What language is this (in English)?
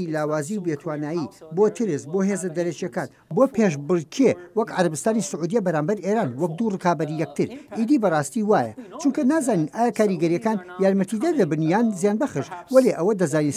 Central Kurdish